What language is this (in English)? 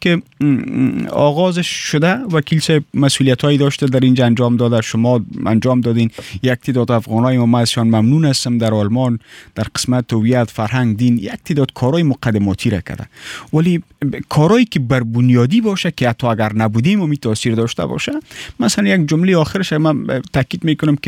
Persian